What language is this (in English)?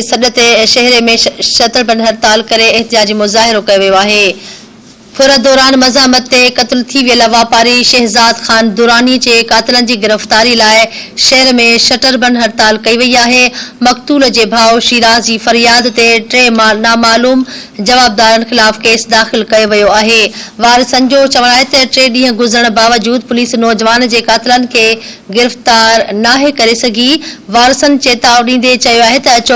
Sindhi